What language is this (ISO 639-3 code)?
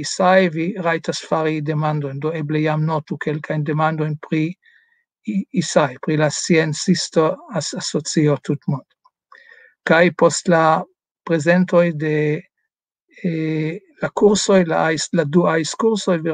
epo